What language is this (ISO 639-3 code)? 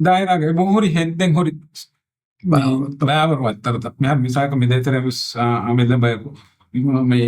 div